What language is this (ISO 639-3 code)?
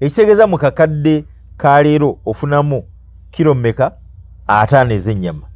lug